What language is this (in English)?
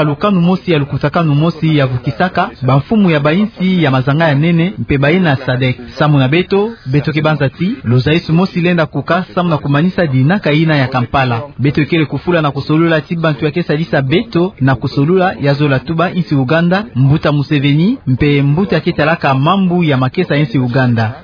Kituba (Democratic Republic of Congo)